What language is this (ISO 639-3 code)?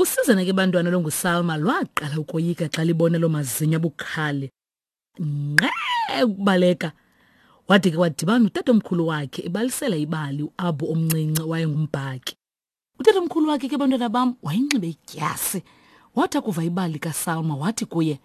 xho